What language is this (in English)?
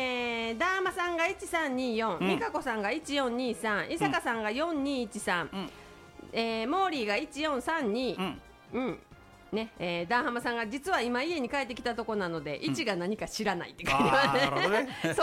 Japanese